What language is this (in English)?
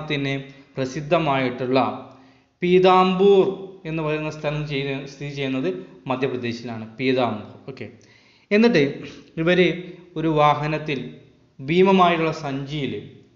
Malayalam